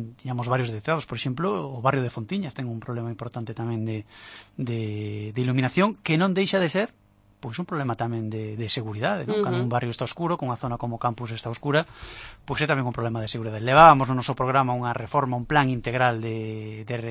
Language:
Galician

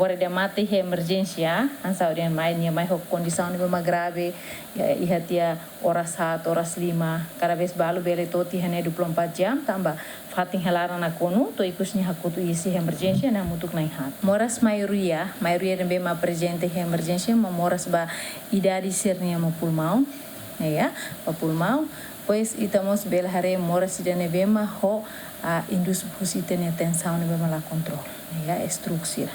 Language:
Tetum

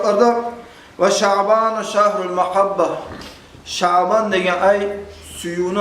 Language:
Kumyk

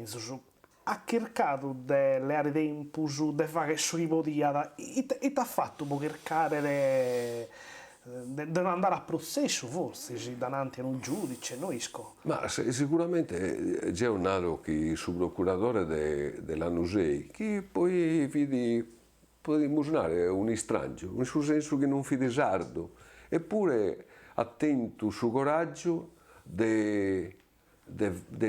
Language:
Sardinian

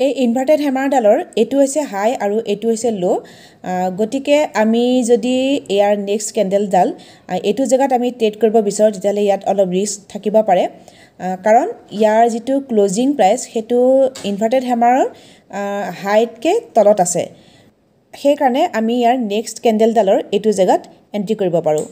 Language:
Assamese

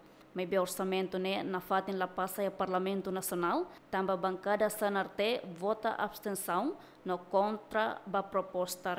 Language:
Tetum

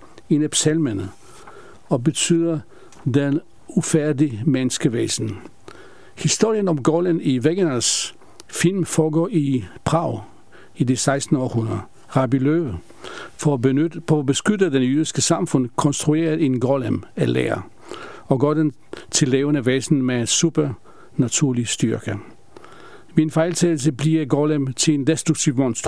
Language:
Danish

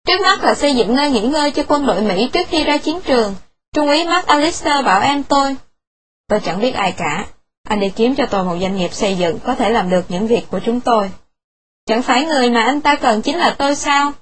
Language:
Vietnamese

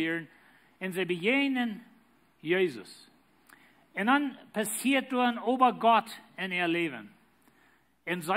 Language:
Plautdietsch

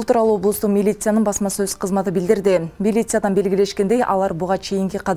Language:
Kyrgyz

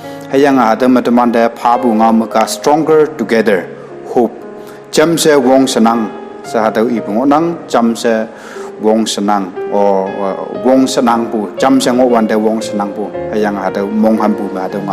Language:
Konyak Naga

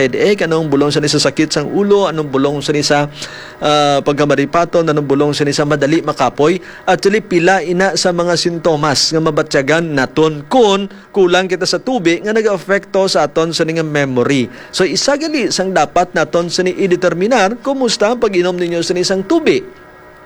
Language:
Hiligaynon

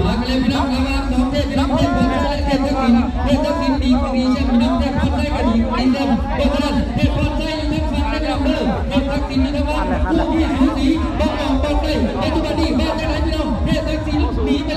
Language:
Lao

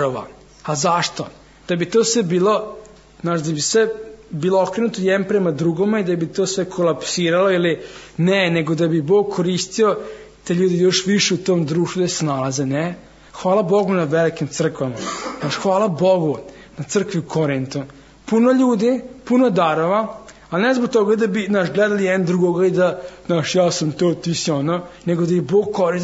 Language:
Serbian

